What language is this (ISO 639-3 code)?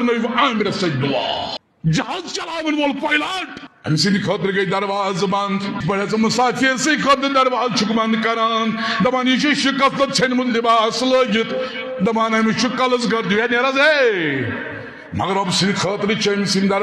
kas